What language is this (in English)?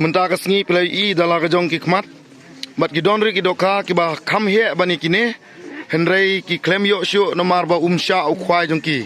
Khasi